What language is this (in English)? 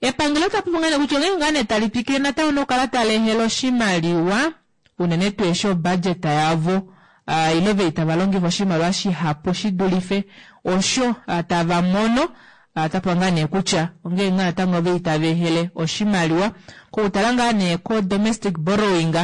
Kuanyama